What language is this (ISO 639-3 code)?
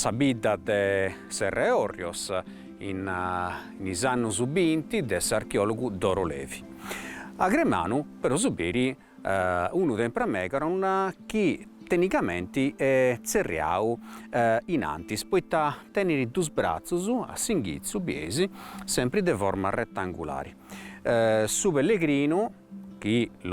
srd